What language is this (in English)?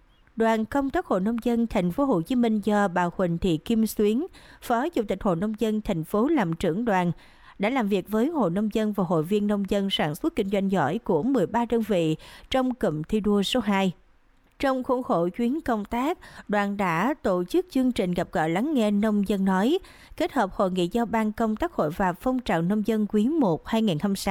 Vietnamese